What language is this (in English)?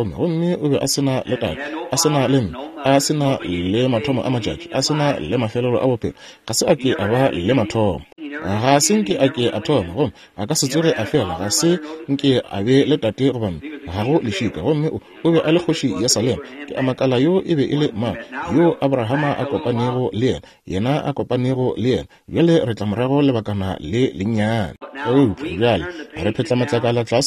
Northern Sotho